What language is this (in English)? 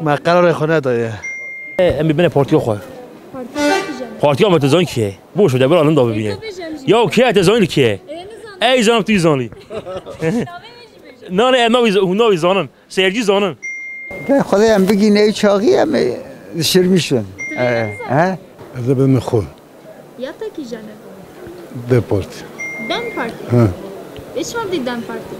Kurdish